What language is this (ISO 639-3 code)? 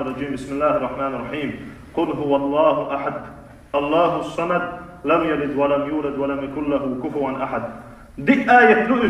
che